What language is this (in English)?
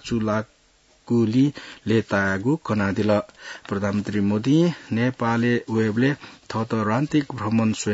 Newari